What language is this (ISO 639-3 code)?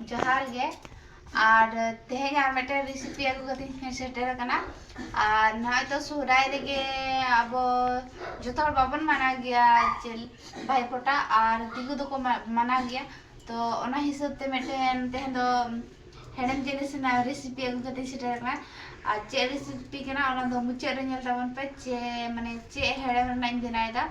sat